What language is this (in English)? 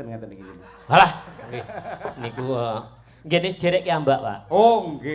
Javanese